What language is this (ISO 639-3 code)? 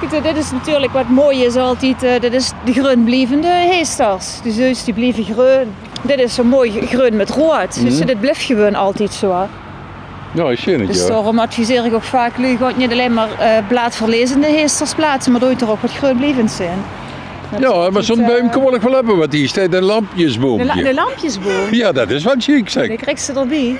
lim